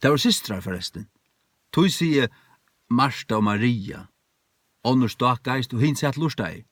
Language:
Faroese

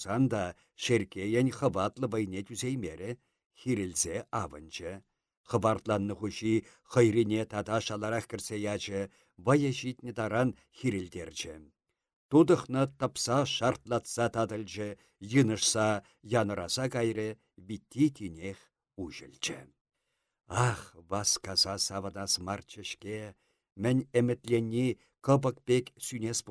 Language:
Chuvash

